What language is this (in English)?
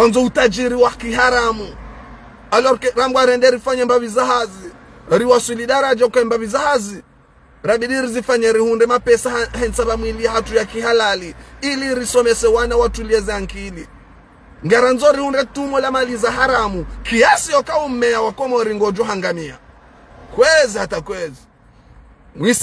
Ngazidja Comorian